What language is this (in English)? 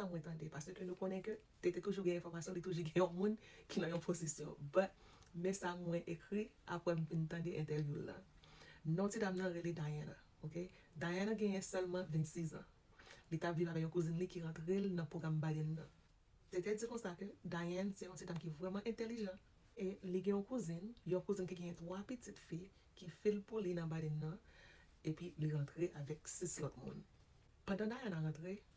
Haitian Creole